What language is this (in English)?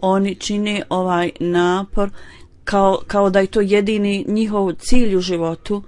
Bosnian